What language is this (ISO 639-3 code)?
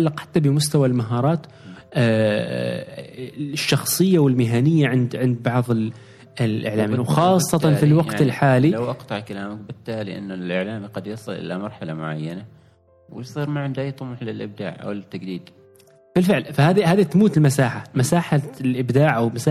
afb